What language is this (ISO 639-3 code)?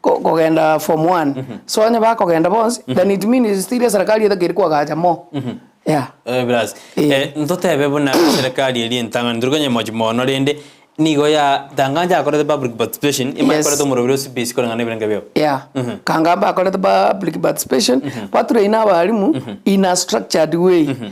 guz